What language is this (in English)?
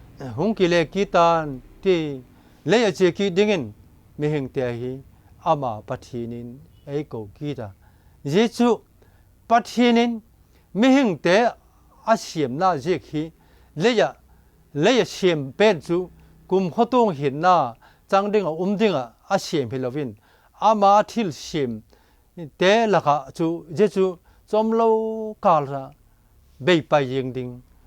Vaiphei